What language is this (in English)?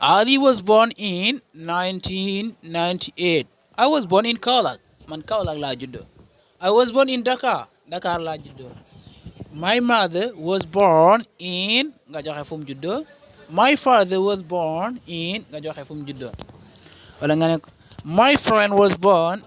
Wolof